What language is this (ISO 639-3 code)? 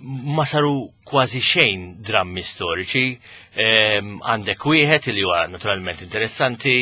mlt